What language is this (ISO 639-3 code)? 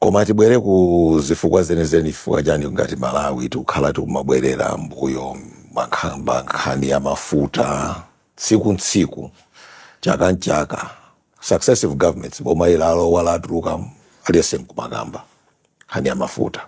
nya